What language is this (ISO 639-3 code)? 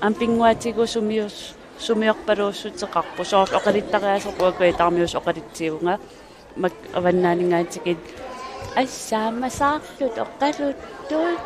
kal